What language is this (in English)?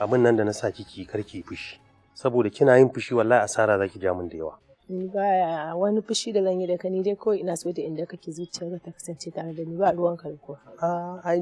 Hausa